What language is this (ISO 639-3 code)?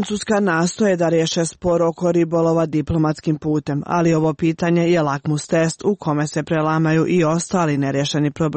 srp